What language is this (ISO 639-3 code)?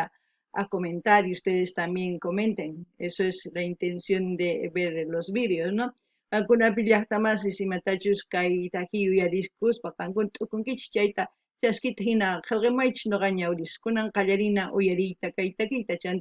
quh